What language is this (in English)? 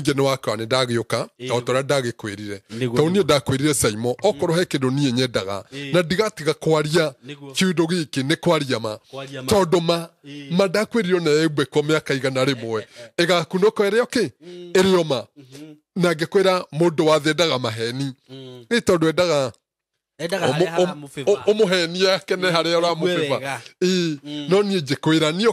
Kikuyu